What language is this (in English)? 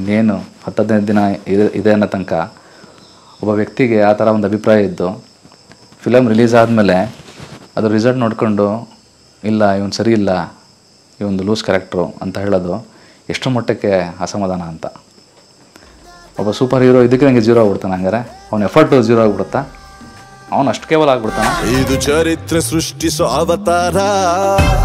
Kannada